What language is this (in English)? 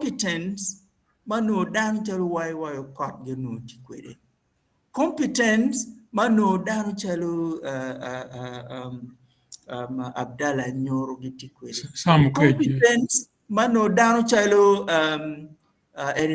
Acoli